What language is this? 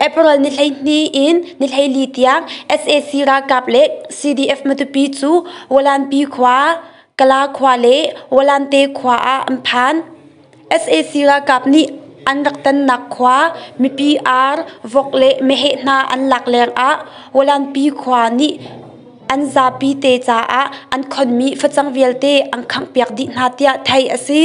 Hakha Chin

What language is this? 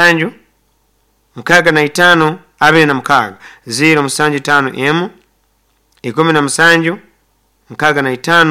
Nyoro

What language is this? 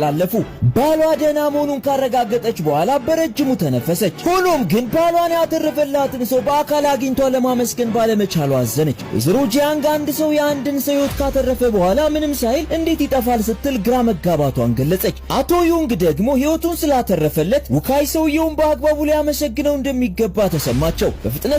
Amharic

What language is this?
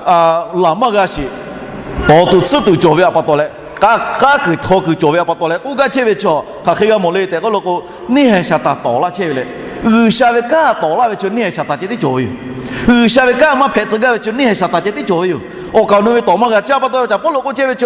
Lahu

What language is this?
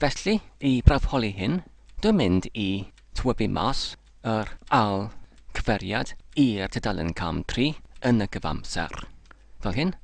Welsh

